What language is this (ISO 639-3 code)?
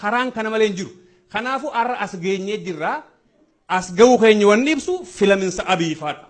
orm